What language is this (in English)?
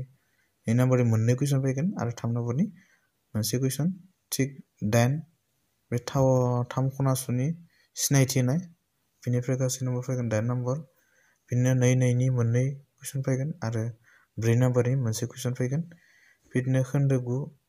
Bodo